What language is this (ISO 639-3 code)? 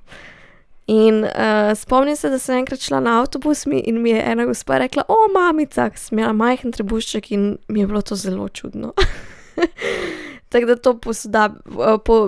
slv